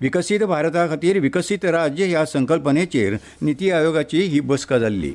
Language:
Konkani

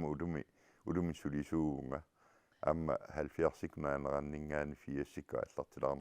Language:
Kalaallisut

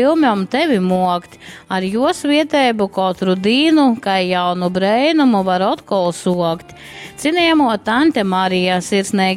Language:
Latgalian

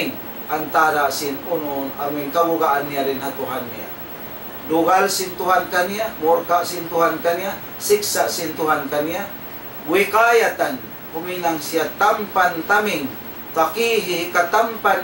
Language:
Tausug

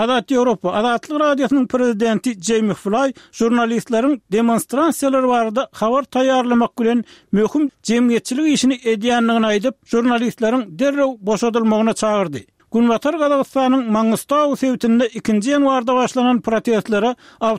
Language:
Turkmen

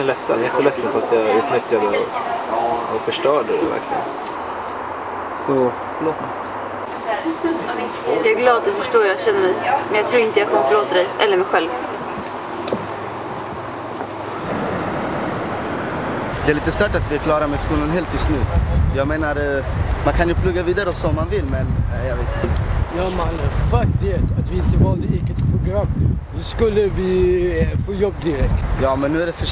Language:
Swedish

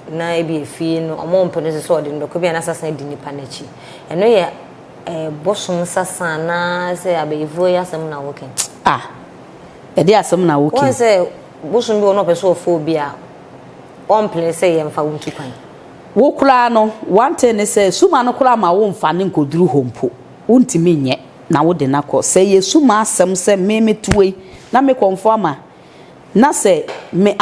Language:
Akan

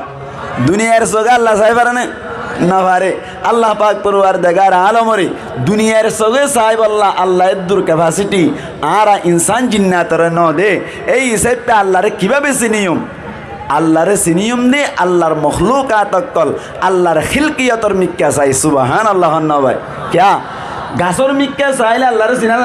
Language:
Rohingya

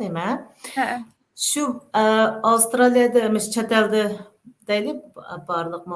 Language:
Uyghur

